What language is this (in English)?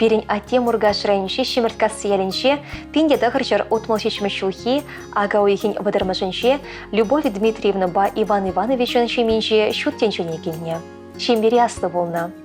Chuvash